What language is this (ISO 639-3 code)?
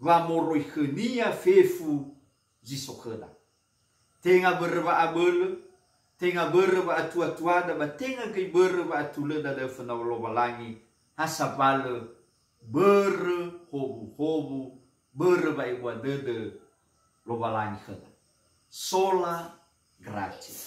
nia